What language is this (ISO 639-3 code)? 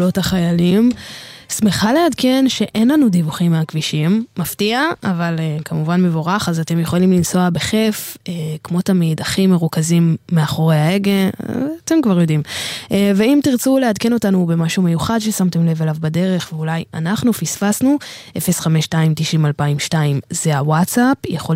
heb